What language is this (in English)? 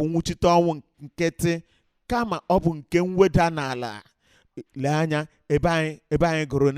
Igbo